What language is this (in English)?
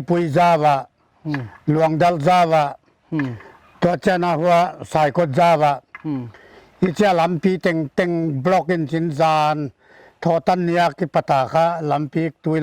Paite Chin